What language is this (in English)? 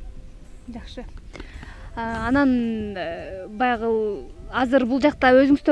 Kyrgyz